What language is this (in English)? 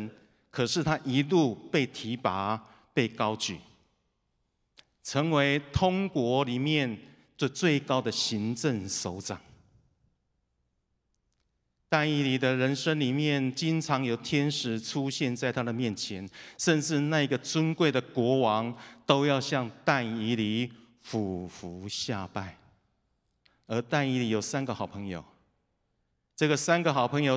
Chinese